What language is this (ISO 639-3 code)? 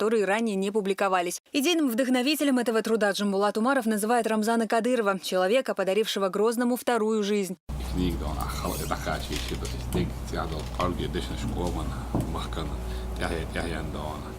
che